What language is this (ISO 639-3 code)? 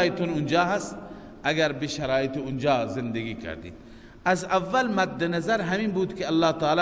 fas